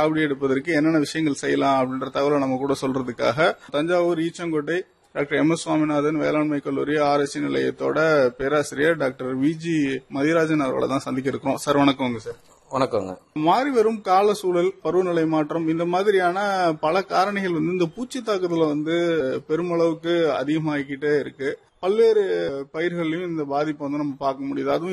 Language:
Tamil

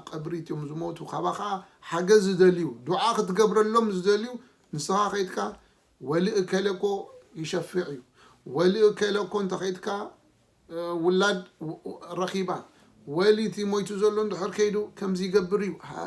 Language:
Tigrinya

